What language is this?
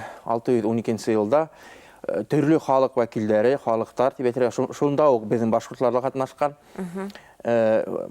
Bashkir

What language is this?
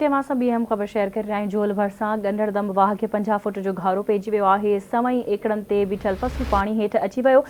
Sindhi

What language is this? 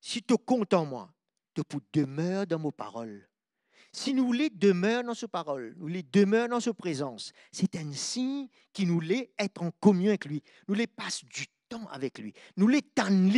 Morisyen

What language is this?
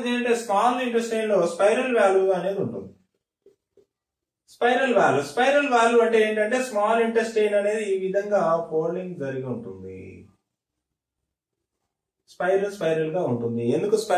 Telugu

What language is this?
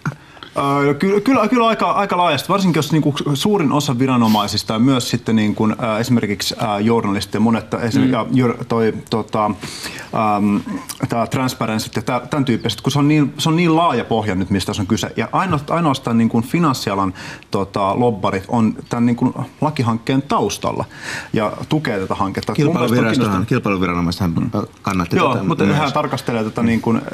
Finnish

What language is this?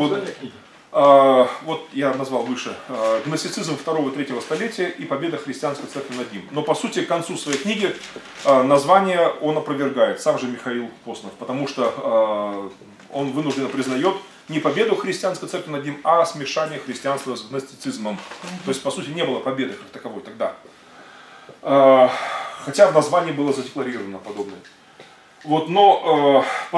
Russian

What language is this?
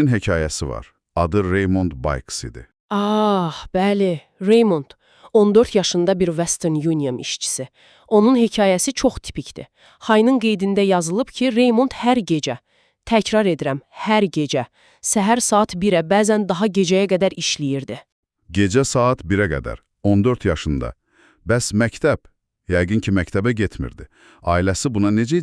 Azerbaijani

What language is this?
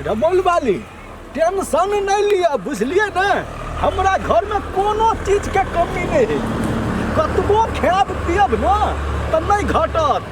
Maithili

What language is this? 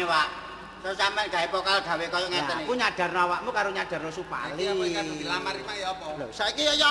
Javanese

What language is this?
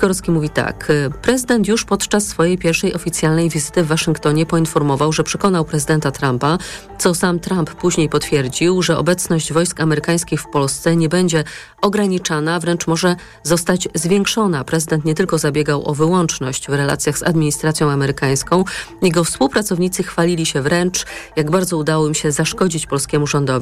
Polish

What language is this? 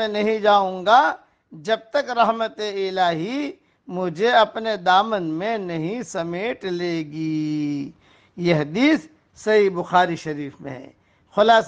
Urdu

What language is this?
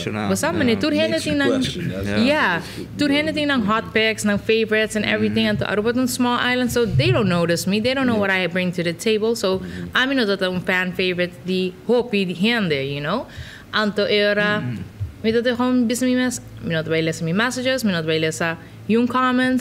Papiamento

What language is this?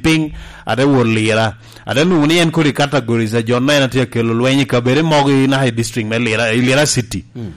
Lango (Uganda)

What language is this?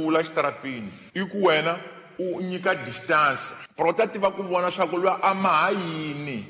Tsonga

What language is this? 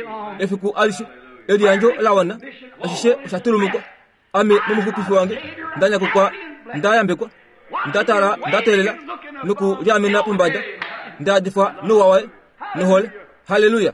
Kuanyama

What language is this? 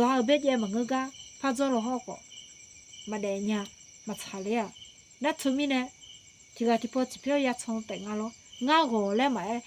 Akha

